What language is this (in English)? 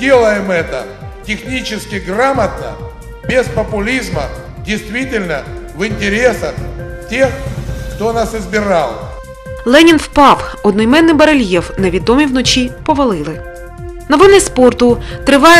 Ukrainian